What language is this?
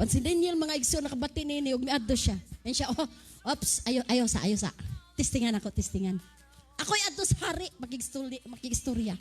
Cebuano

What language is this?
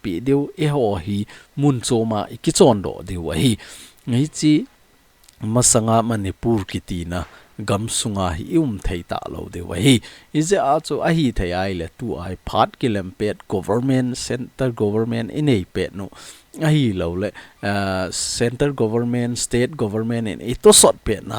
Thado Chin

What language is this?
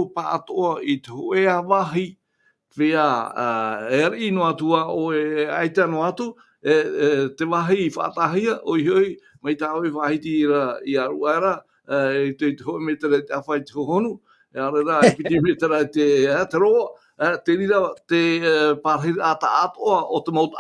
Tahitian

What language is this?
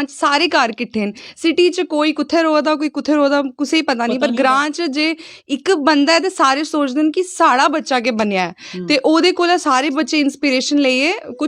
Dogri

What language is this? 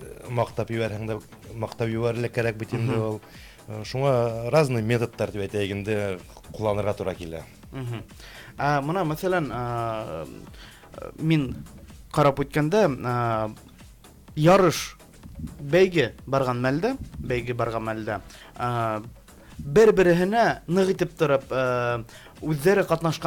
Bashkir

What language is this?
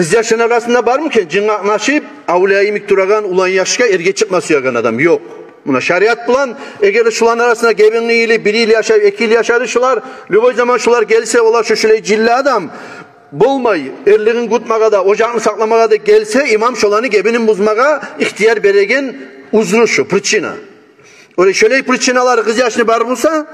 Kumyk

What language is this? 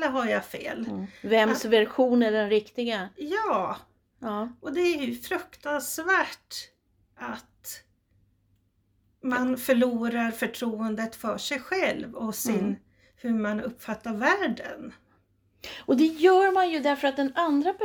Swedish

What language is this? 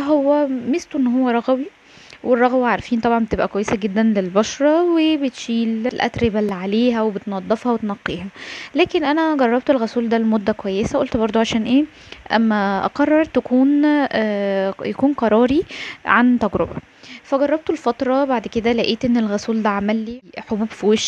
Egyptian Arabic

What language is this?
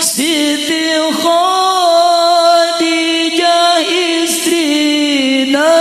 Sundanese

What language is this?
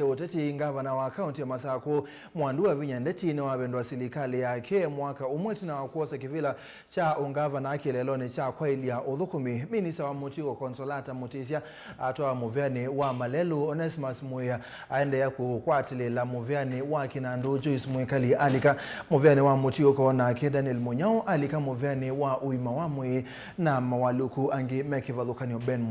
Kamba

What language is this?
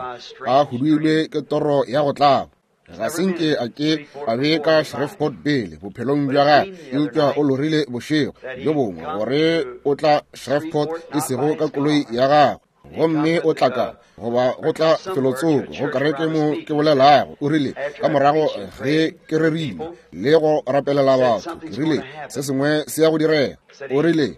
Northern Sotho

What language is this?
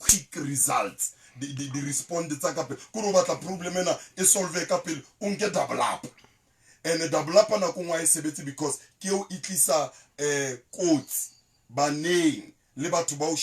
Southern Sotho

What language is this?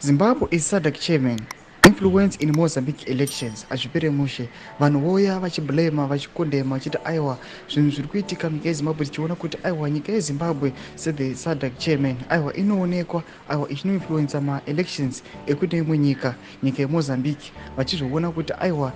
Shona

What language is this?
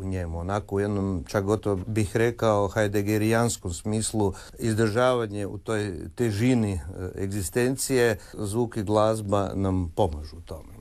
Croatian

